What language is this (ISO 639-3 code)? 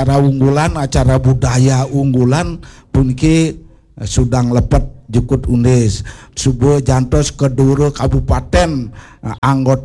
ban